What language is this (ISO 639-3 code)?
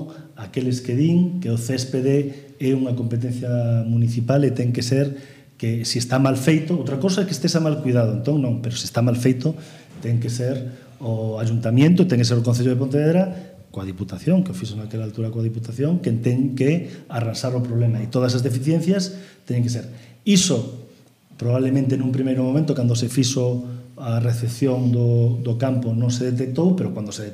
glg